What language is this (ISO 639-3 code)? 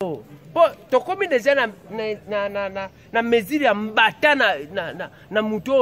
lin